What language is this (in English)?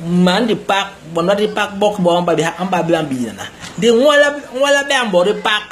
Basaa